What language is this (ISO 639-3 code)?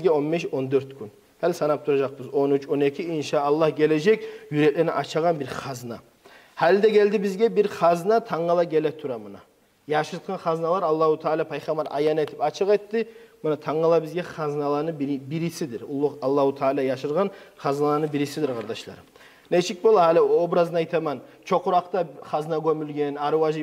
kum